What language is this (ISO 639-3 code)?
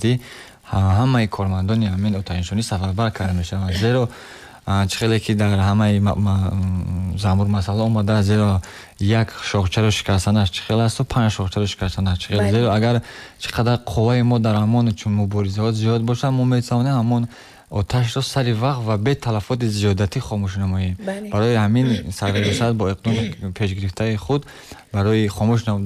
tgk